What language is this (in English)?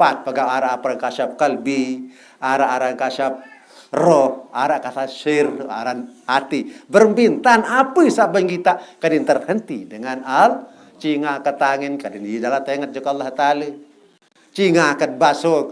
Sasak